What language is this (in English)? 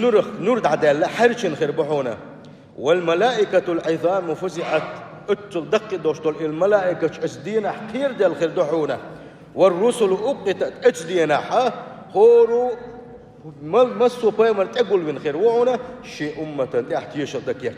Chechen